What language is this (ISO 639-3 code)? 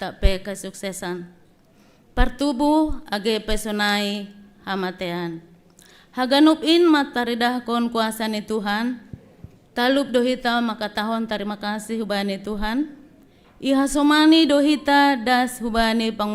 bts